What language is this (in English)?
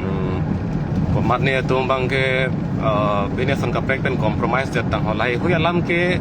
Karbi